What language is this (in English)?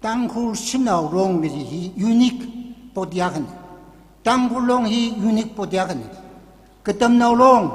Tangkhul Naga (India)